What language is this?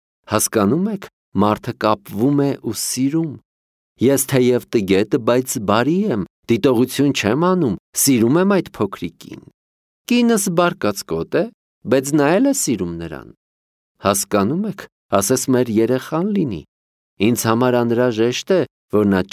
Armenian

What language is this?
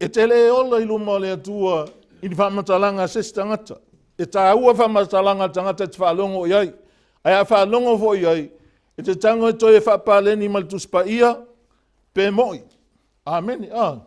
Samoan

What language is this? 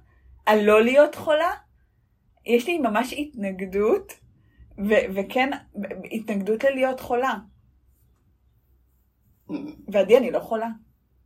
Hebrew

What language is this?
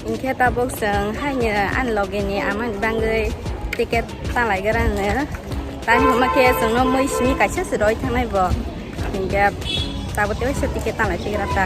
Kok Borok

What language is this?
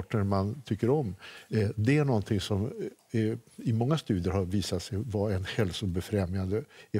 Swedish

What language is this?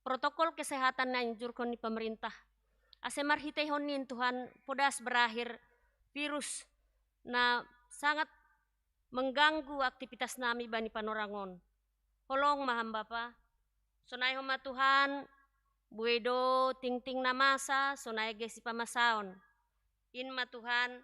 Batak Simalungun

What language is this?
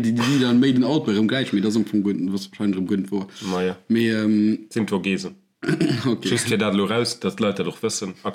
Luxembourgish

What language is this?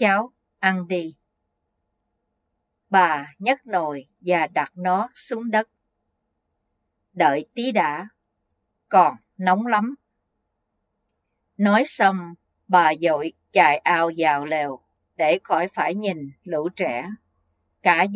Vietnamese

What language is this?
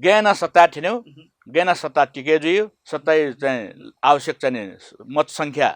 Newari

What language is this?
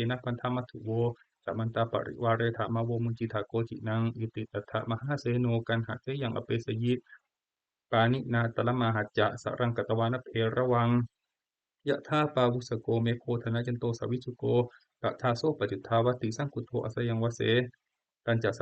Pali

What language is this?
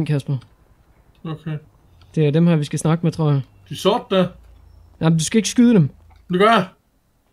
Danish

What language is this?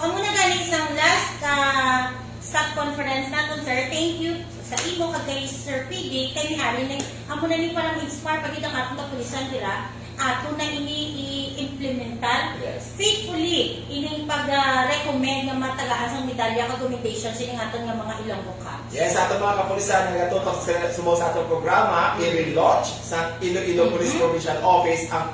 Hiligaynon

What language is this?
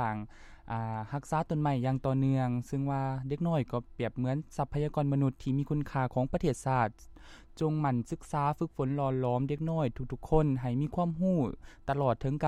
Lao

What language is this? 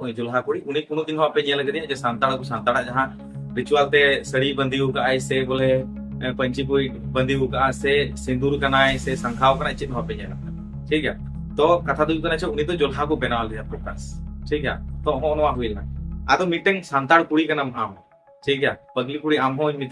Santali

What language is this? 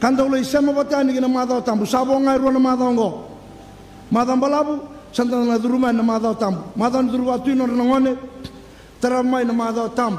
Fijian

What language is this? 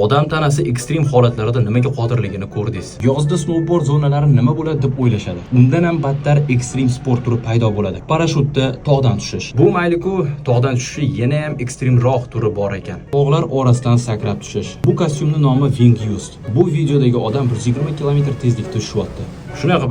Uzbek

